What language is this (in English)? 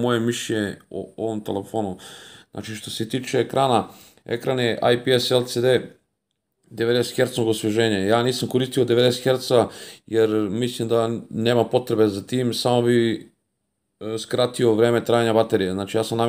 Serbian